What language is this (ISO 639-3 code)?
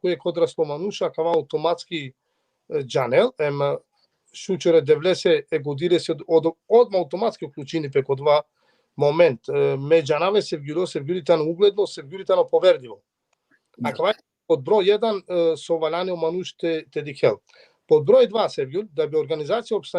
rmn